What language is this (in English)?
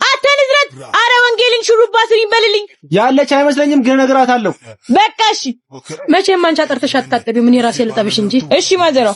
Amharic